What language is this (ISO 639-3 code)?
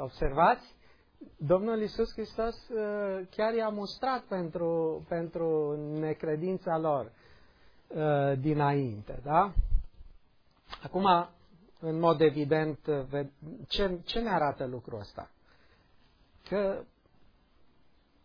ron